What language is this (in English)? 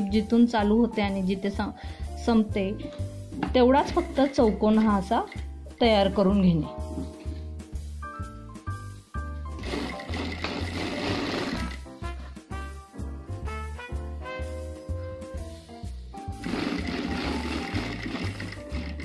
Marathi